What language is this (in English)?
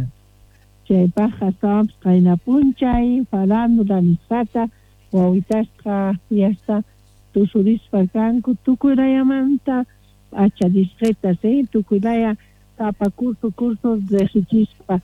South Bolivian Quechua